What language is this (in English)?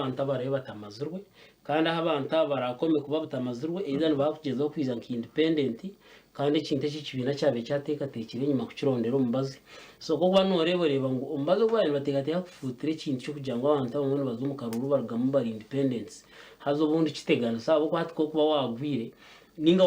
Nyankole